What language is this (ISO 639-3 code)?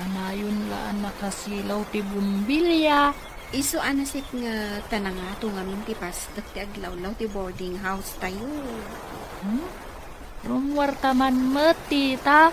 ilo